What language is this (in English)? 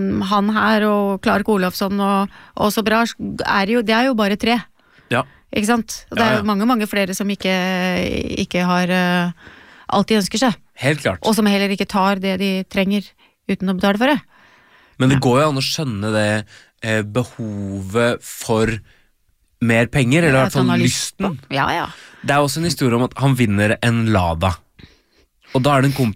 Norwegian